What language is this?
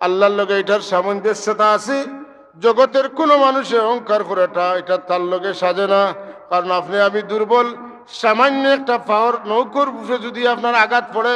Sylheti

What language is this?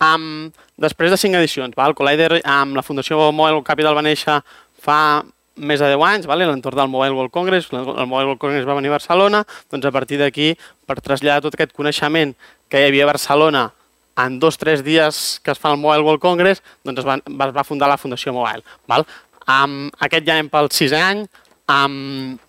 Catalan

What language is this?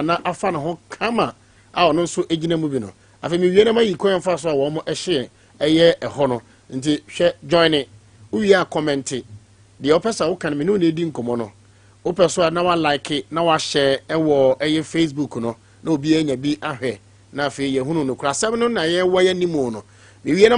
Akan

